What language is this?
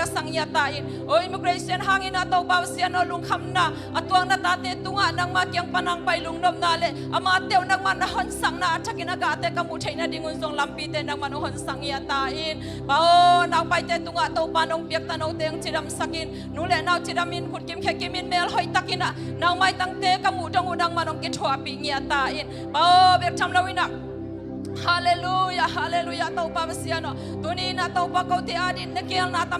Tedim Chin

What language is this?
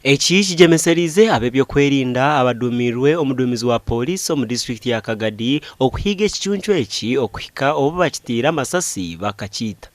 Nyankole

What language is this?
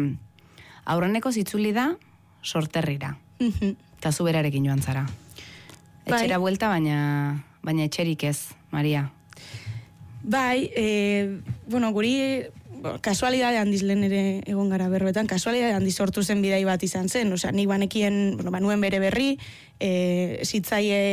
Basque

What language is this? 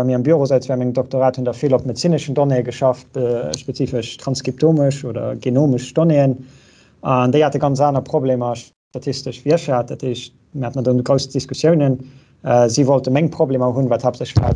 Luxembourgish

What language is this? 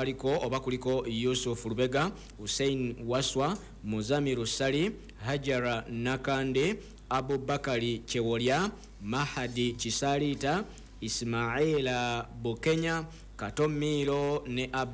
Ganda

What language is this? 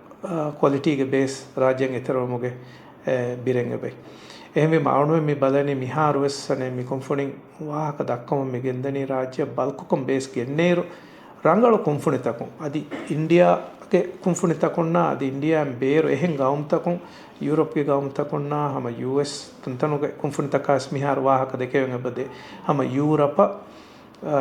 Divehi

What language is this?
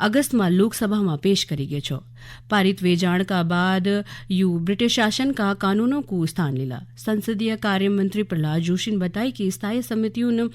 Garhwali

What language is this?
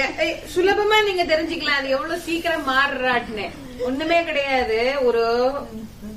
Tamil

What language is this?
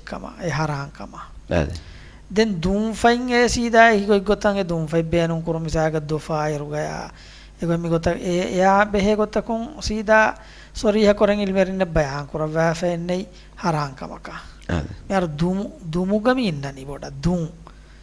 Divehi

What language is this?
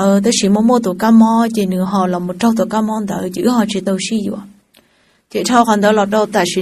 Hmong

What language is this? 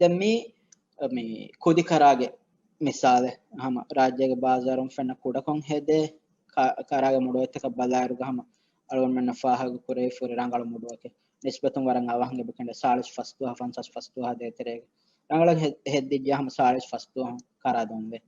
Divehi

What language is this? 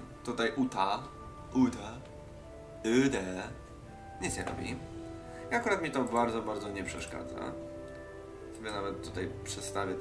Polish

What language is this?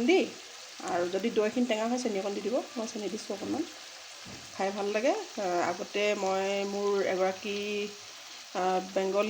Assamese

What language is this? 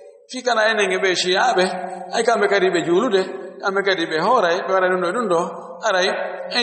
Fula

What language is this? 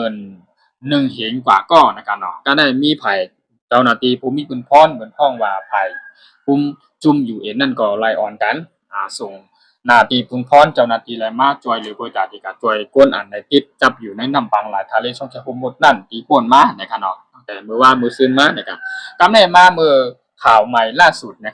Shan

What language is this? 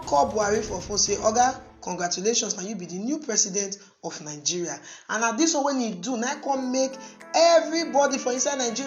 Nigerian Pidgin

